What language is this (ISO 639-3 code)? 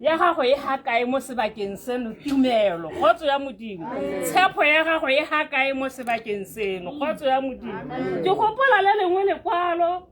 tsn